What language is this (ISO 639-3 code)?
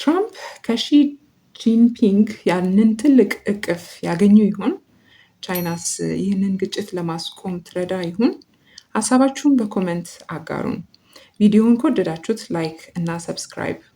amh